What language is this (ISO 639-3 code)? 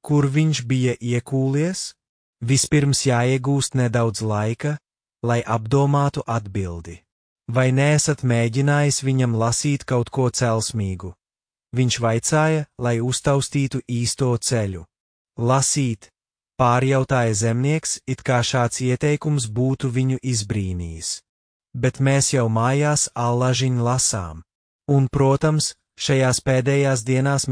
lav